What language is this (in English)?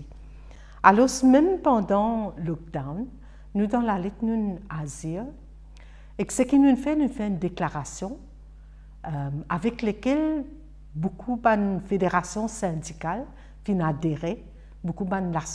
Morisyen